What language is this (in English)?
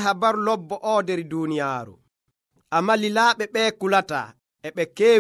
Nigerian Fulfulde